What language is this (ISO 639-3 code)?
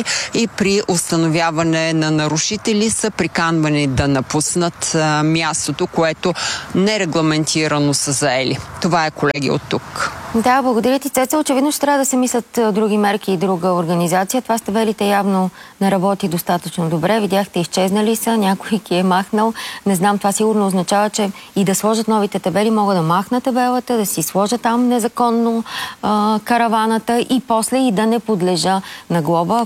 bul